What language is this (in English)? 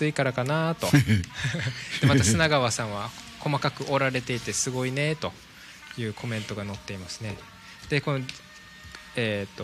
Japanese